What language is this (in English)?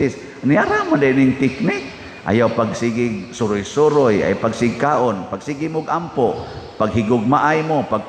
Cebuano